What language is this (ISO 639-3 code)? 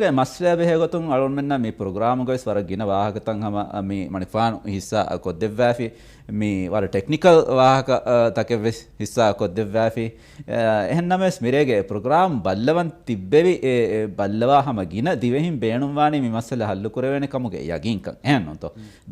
div